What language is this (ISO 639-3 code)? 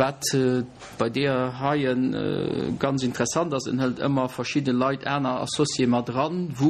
ltz